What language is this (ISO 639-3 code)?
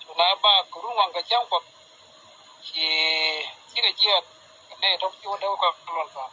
nus